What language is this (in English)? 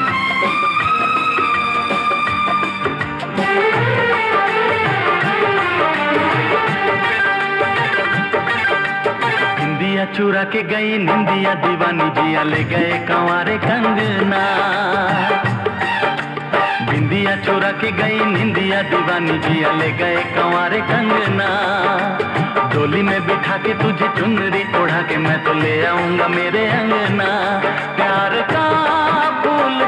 Hindi